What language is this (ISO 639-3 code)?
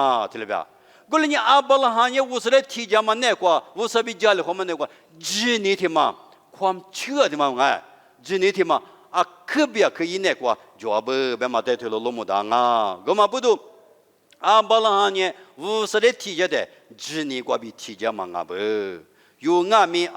lis